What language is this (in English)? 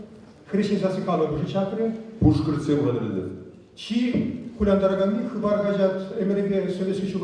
Chuvash